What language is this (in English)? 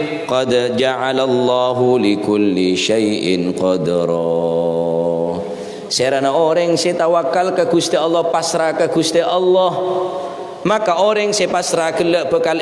Madurese